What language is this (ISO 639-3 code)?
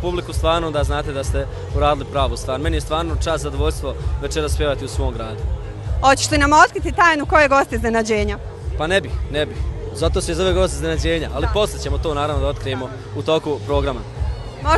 bos